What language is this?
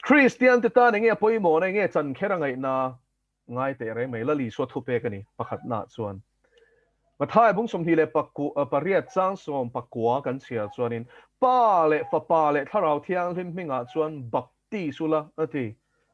Mizo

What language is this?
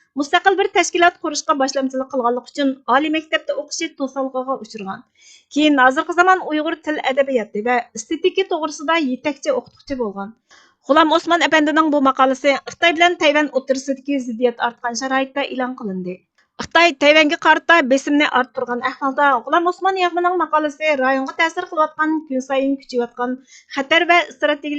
Uyghur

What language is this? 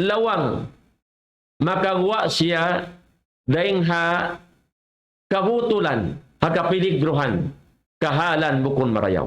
Tausug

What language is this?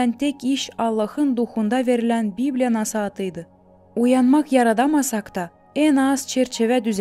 Gagauz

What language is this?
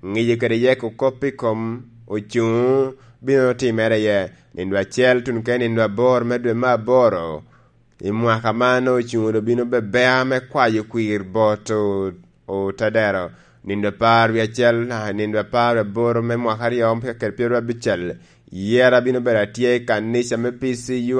Lango (Uganda)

